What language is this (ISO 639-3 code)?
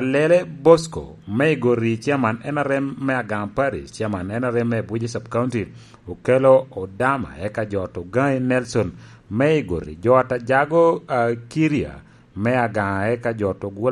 laj